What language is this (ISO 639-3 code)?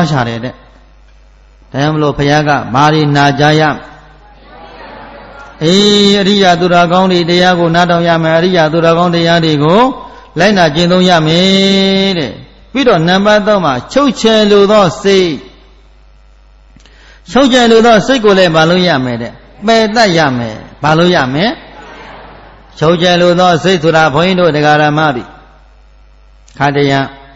mya